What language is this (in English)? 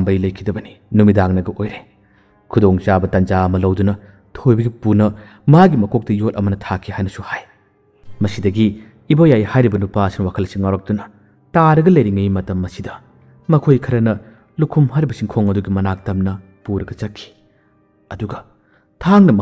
Manipuri